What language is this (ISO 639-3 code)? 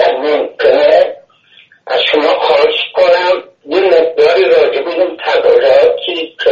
fas